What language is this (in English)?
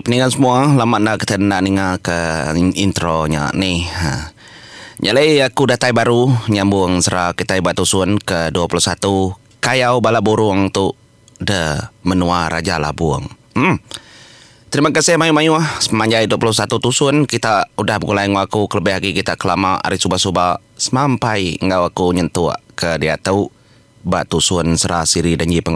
Iban